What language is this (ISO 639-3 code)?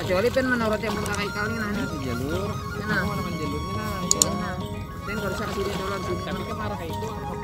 bjn